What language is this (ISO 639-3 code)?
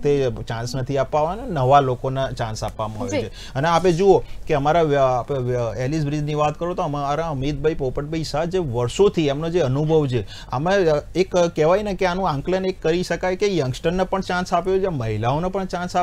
guj